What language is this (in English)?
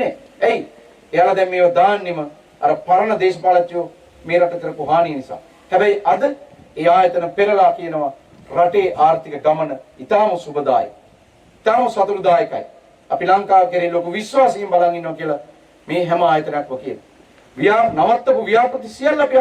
Sinhala